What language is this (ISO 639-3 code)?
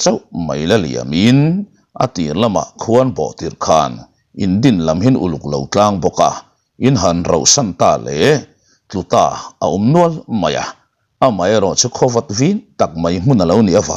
lus